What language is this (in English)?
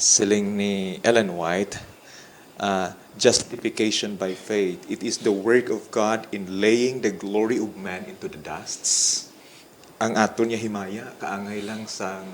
Hiligaynon